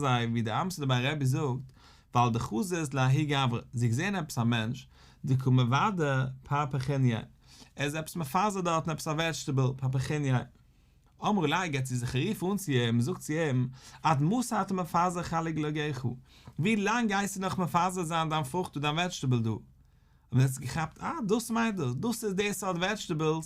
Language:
Yiddish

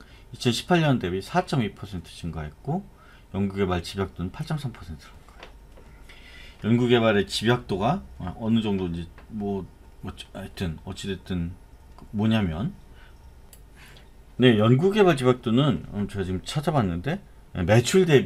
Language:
Korean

